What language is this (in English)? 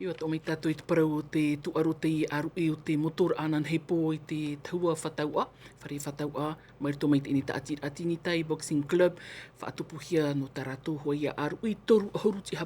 Tahitian